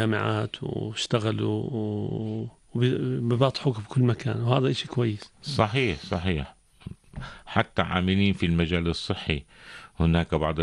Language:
North Levantine Arabic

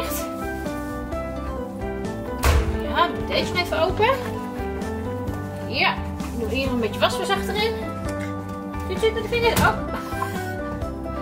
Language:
Dutch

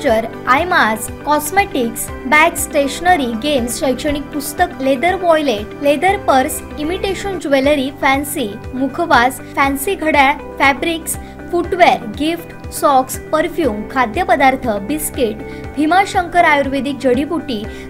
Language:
Marathi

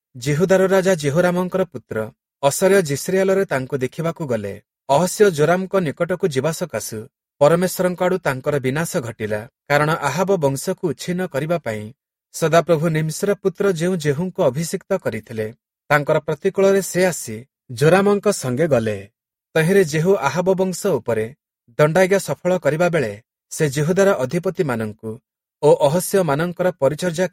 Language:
Odia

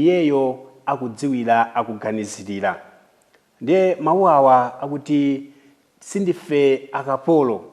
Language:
Nyanja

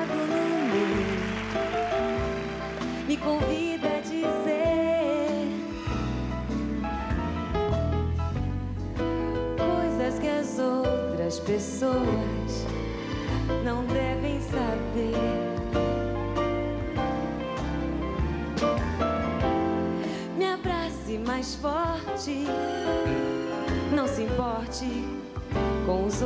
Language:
Portuguese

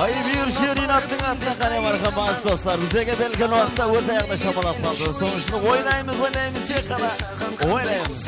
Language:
Kara-Kalpak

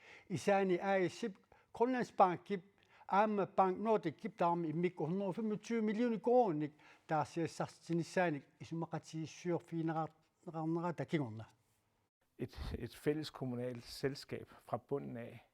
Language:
Kalaallisut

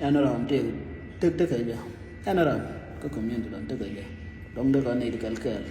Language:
Nuer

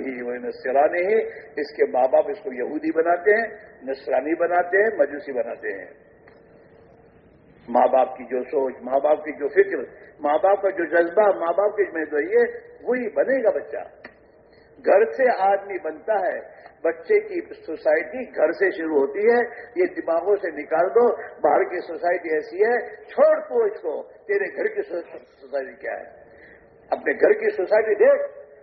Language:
Urdu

